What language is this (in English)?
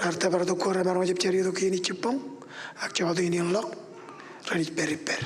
Marshallese